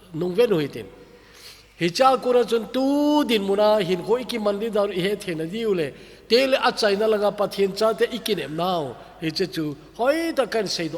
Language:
Thado Chin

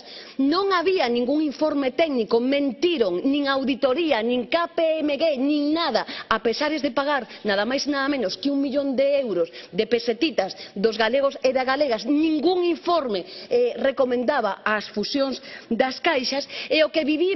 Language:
Galician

